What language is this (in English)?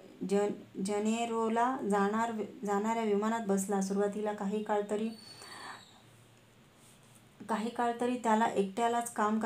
Marathi